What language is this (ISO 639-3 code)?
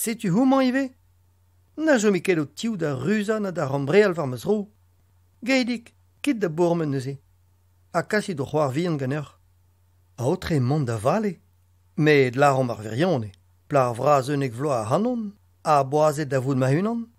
bre